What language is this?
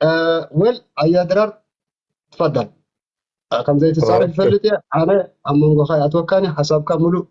Tigrinya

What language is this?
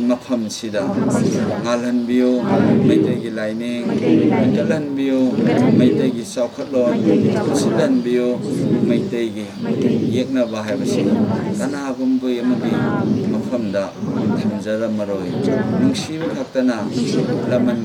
Manipuri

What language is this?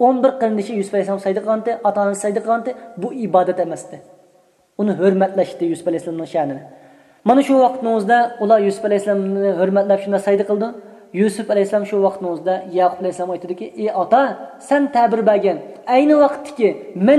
Uyghur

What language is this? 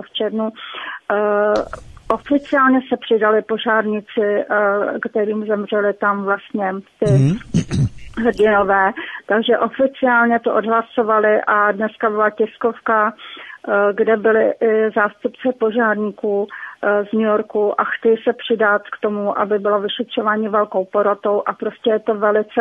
Czech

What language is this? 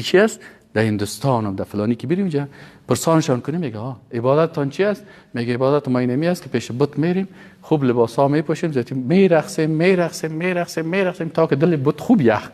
Persian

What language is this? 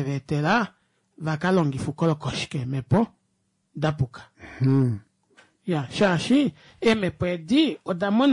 Kuanyama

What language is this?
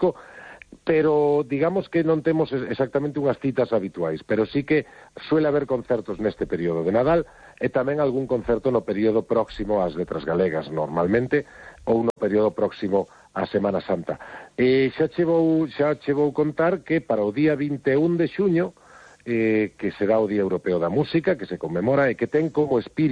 Galician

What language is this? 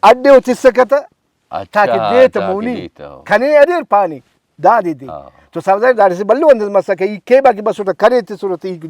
Brahui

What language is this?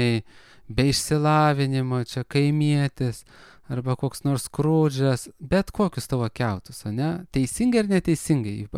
Lithuanian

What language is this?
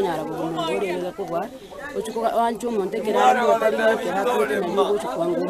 Gusii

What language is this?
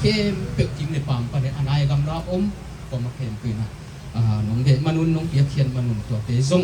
Tedim Chin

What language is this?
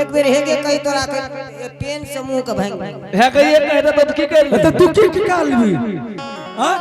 Angika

